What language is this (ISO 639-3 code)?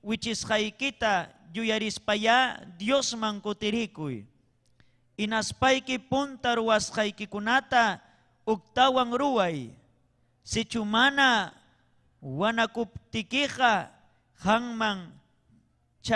quy